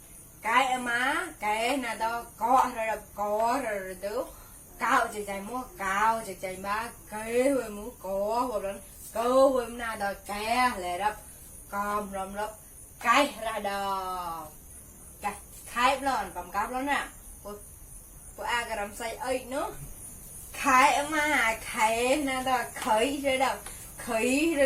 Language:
Mon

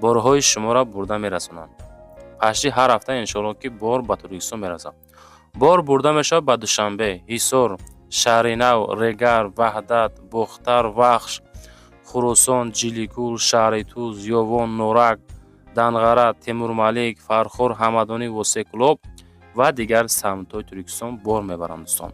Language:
Tajik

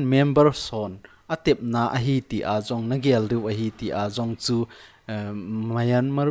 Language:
Thado Chin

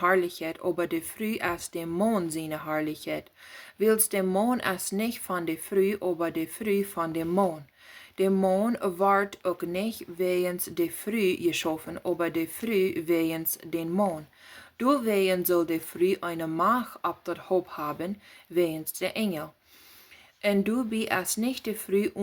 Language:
Plautdietsch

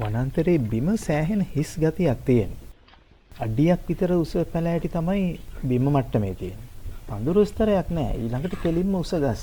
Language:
Sinhala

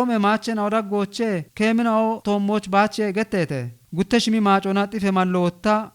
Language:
Kafa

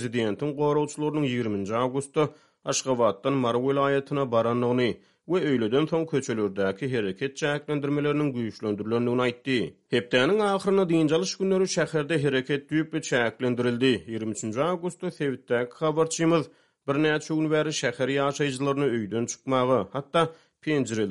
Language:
Turkmen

